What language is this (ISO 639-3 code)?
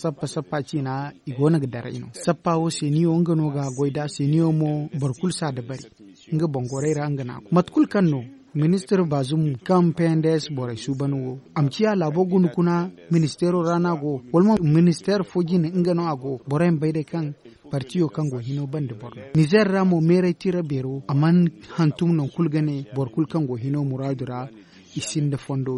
dje